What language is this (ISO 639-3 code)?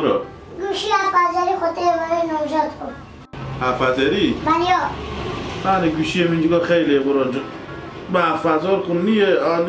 haz